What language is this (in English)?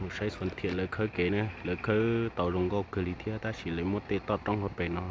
Hmong